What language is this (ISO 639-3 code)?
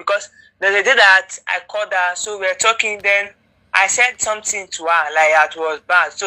pcm